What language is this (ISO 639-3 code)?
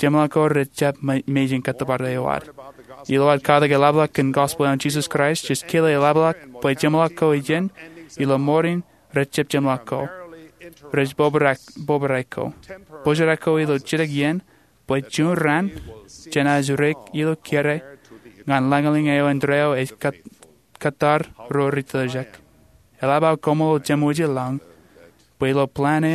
mah